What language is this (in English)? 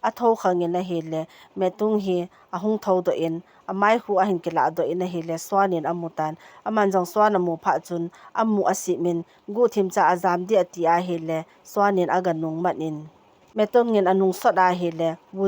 Thado Chin